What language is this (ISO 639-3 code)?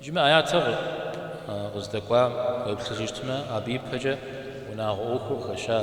kbd